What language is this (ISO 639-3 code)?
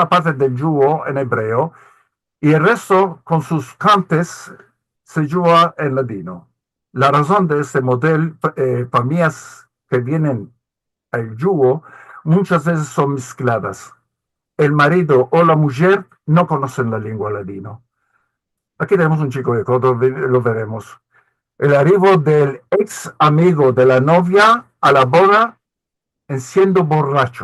lad